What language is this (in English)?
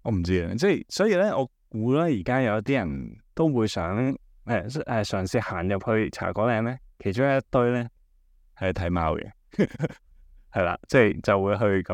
Cantonese